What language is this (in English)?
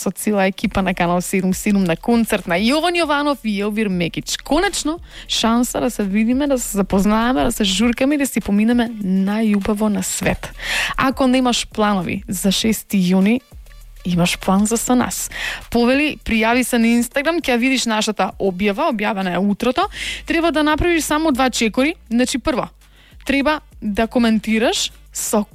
Macedonian